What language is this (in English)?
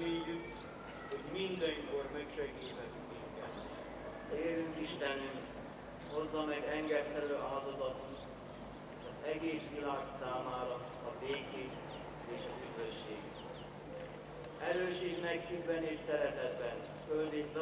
Hungarian